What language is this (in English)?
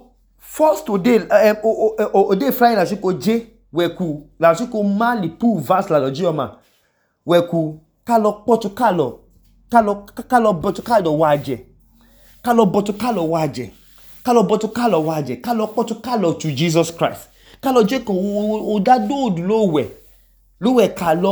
Idoma